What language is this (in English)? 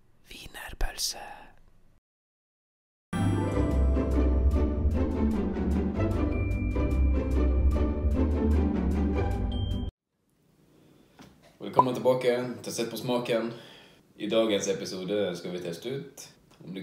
Norwegian